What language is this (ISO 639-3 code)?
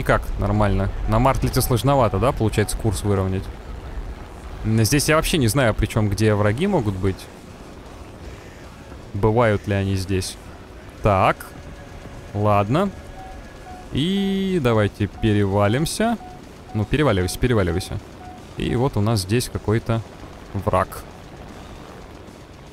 rus